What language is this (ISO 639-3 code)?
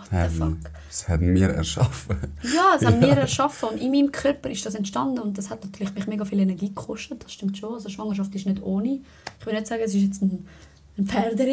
gsw